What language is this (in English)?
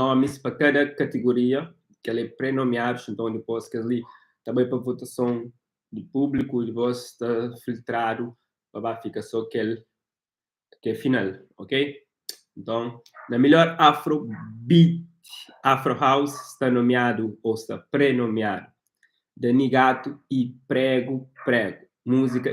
Kabuverdianu